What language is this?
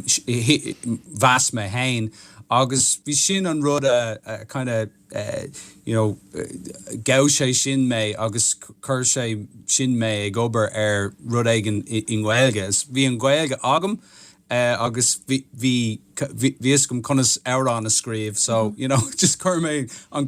Irish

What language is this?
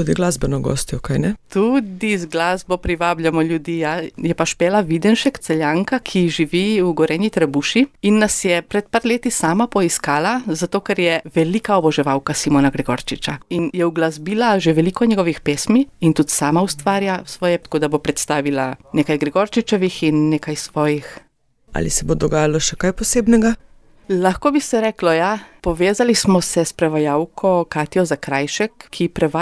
Slovenian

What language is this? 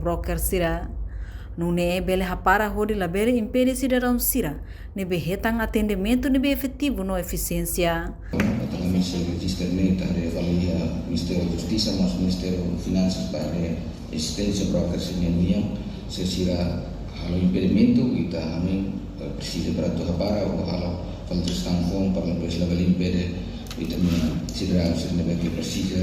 Tetum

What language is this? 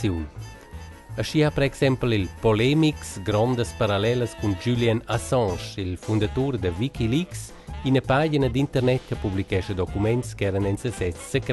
Romansh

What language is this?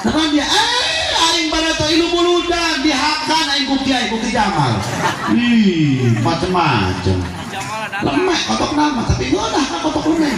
Sundanese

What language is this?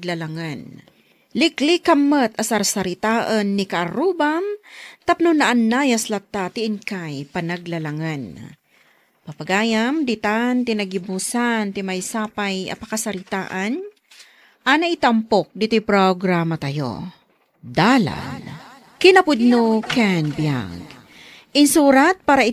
Iloko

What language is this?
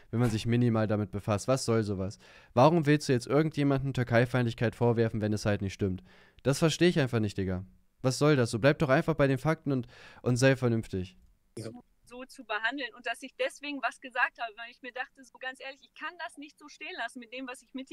German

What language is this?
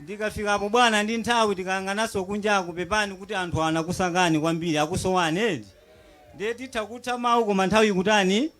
Nyanja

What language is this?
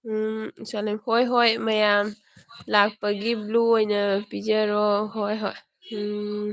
Manipuri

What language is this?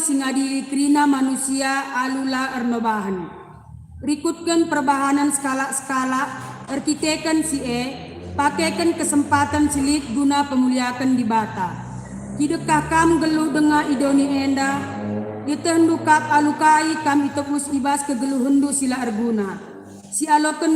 Batak Karo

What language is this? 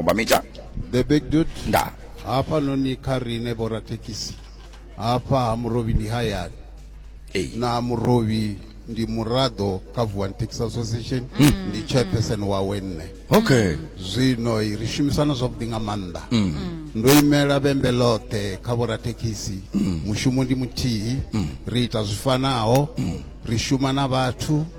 Venda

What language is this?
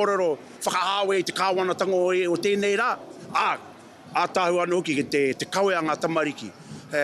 Māori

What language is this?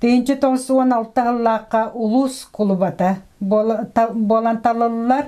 Yakut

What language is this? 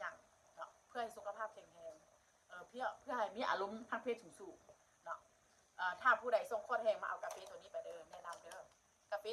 Northeastern Thai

